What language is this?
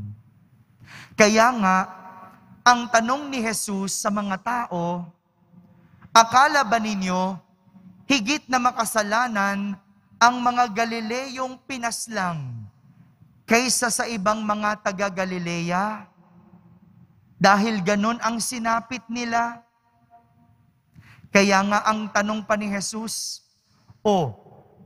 Filipino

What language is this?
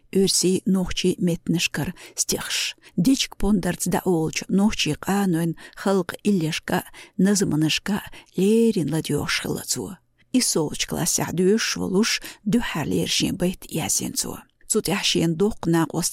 Chechen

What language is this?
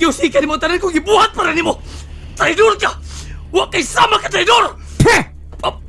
Cebuano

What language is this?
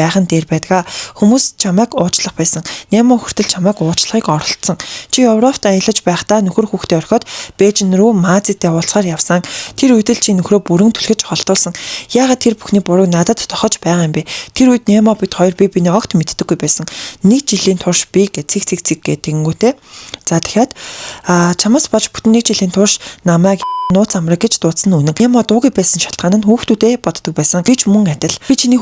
Mongolian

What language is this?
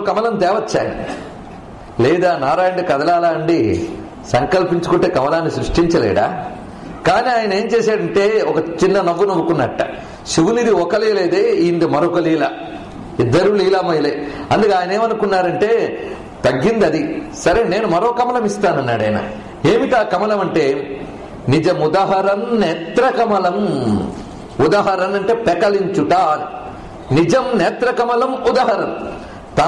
Telugu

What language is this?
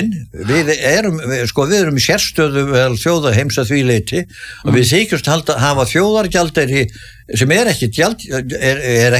Icelandic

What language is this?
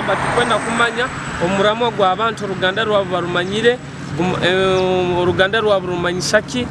Nyoro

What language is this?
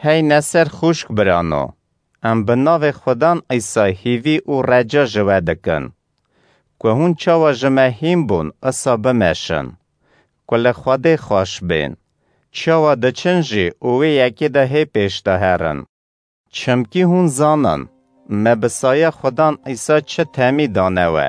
Kurdish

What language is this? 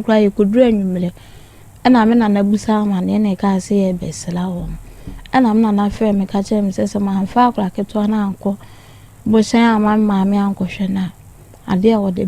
Akan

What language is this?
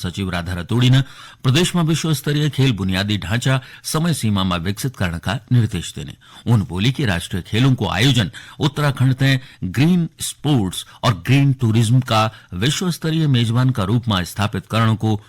Garhwali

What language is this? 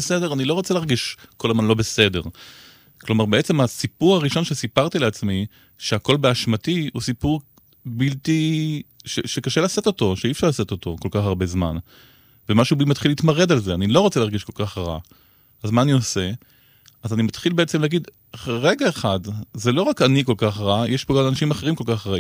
Hebrew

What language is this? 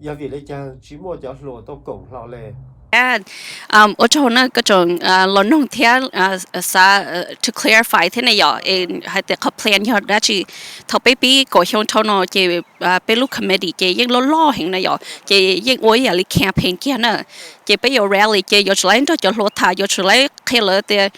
Hmong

